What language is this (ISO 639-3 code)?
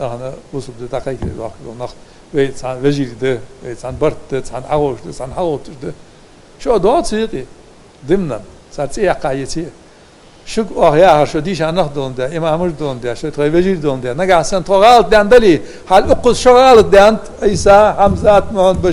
inh